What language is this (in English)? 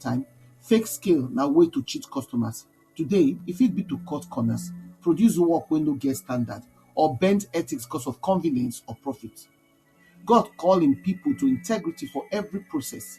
Nigerian Pidgin